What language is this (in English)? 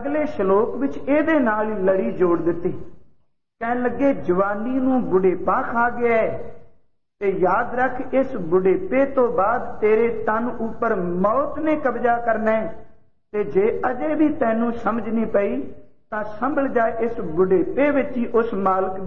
Punjabi